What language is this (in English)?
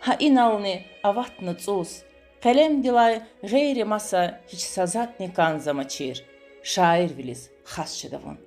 Lezghian